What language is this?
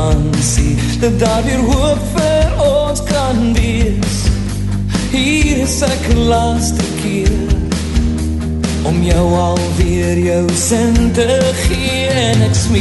Afrikaans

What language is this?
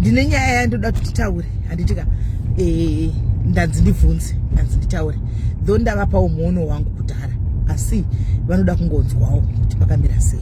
Shona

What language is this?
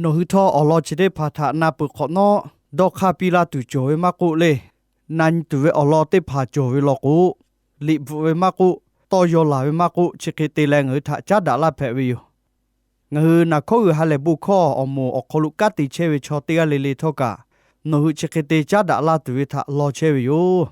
Lahu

